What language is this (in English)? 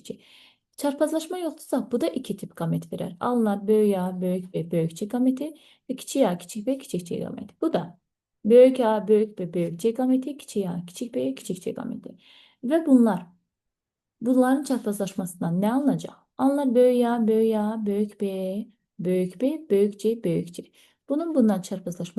Azerbaijani